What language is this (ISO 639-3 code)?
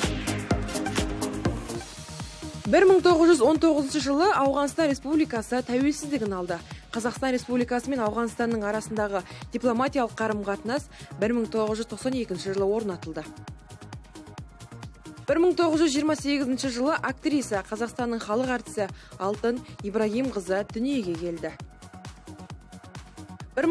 kaz